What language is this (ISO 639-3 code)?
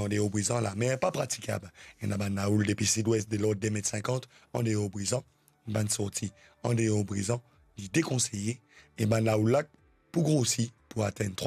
mfe